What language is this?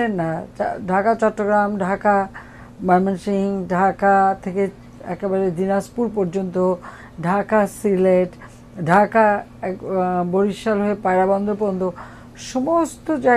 Bangla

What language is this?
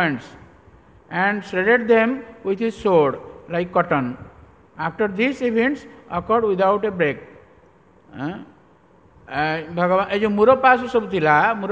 Odia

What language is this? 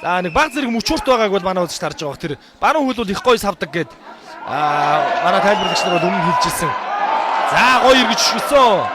Mongolian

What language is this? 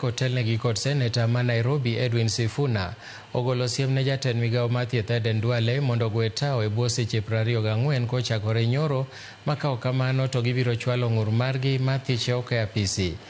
Luo (Kenya and Tanzania)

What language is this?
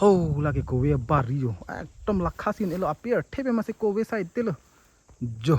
Karbi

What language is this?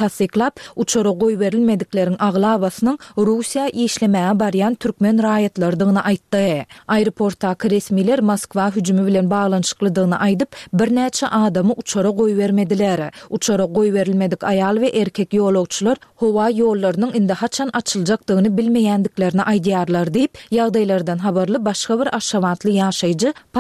Turkmen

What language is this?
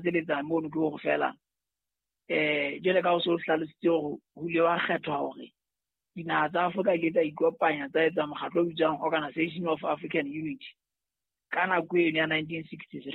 Southern Sotho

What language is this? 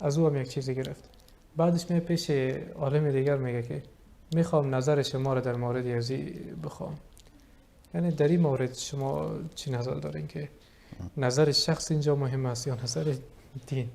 Persian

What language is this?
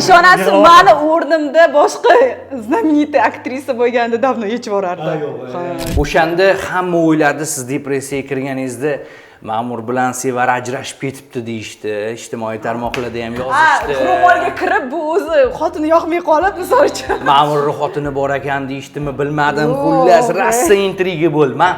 Uzbek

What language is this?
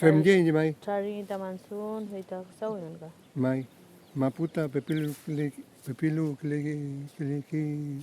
Mapuche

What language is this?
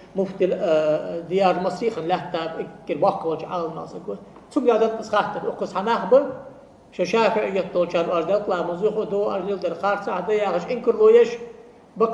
Ingush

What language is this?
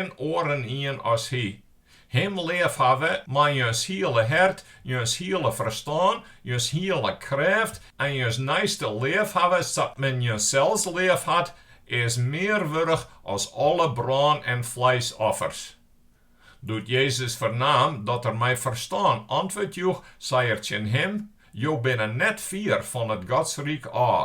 Western Frisian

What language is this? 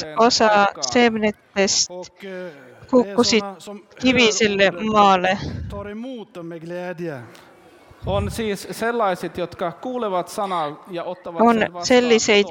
Estonian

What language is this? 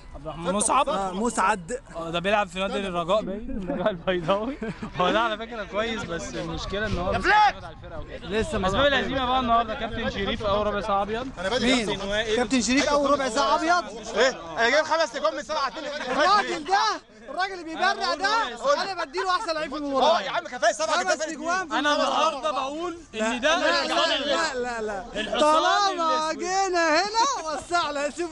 Egyptian Arabic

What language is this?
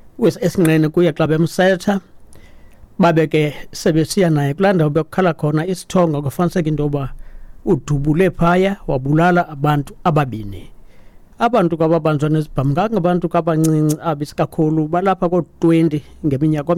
Xhosa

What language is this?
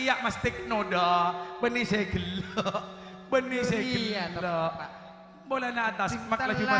Madurese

